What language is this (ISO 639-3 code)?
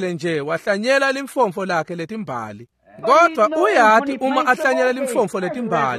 ssw